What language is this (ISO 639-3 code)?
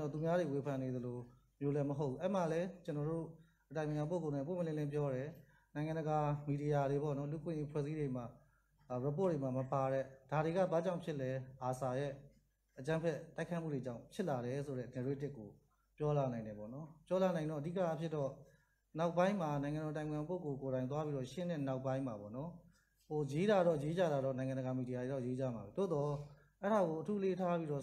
mya